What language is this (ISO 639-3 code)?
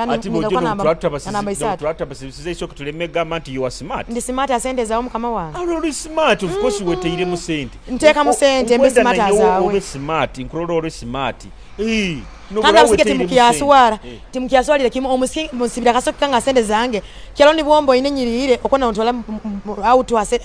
nyo